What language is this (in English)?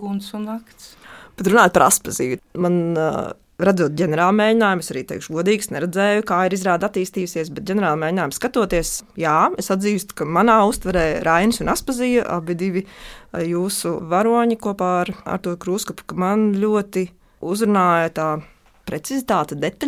Latvian